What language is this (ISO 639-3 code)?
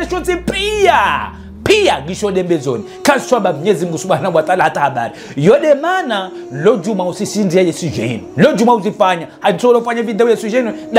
zdj